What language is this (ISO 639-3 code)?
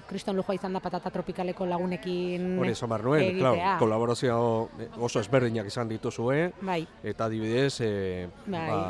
eus